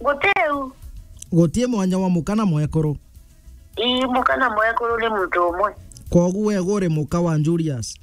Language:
Meru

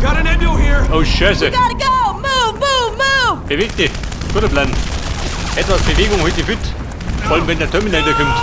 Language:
Bavarian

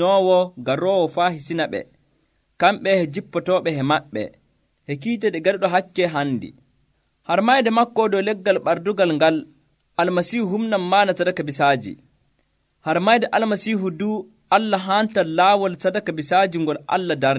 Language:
Nigerian Fulfulde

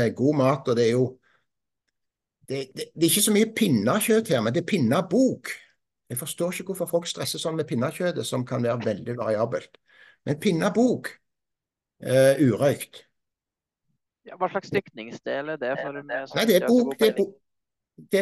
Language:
Norwegian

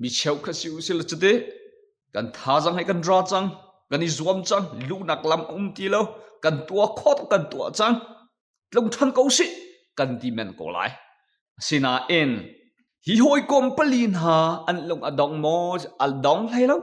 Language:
Hakha Chin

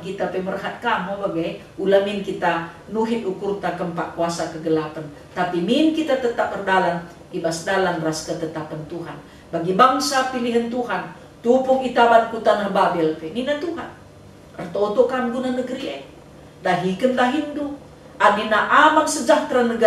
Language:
Batak Karo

